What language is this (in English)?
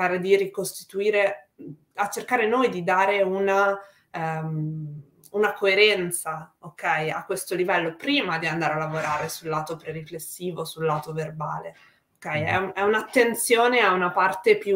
Italian